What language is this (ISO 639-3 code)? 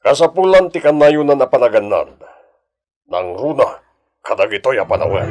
ilo